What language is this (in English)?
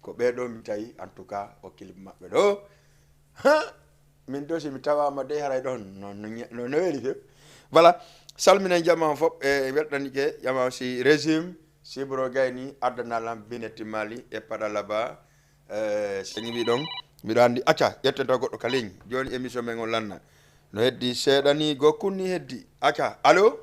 Fula